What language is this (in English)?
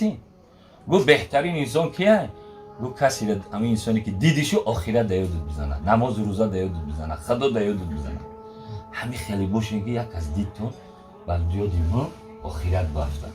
Tajik